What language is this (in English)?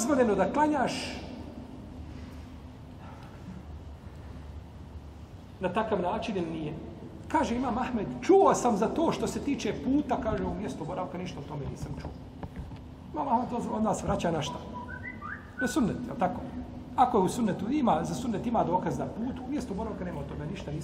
Bosnian